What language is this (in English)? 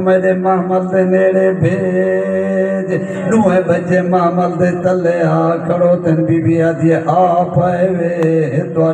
Saraiki